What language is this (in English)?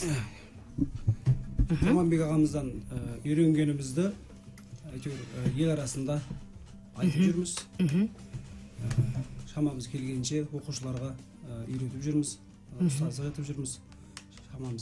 Kazakh